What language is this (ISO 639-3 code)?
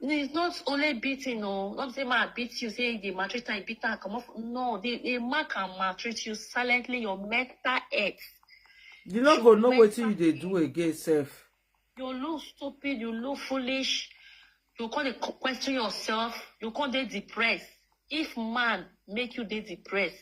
pcm